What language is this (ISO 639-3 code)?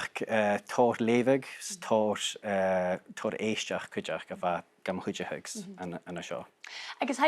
gla